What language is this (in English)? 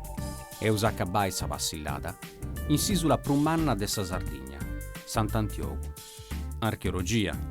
Sardinian